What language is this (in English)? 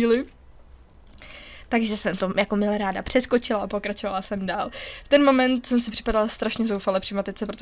Czech